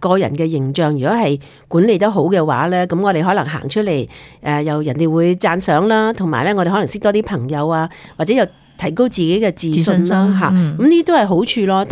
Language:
Cantonese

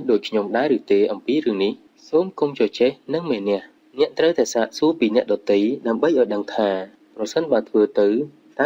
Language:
Khmer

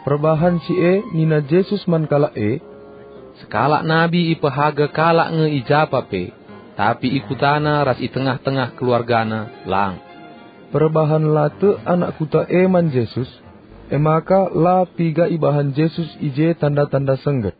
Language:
Batak Karo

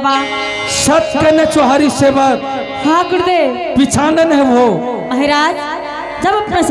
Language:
Angika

